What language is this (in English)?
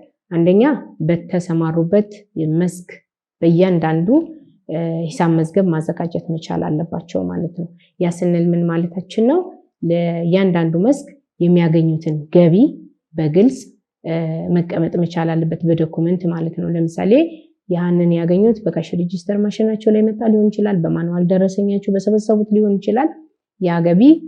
Amharic